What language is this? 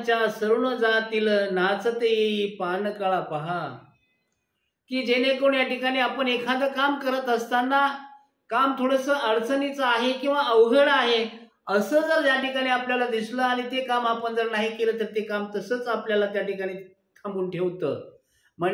Marathi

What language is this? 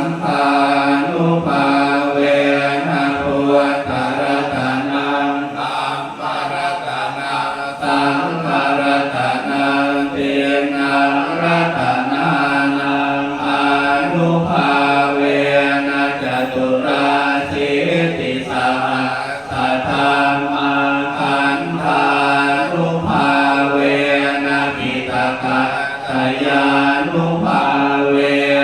Pali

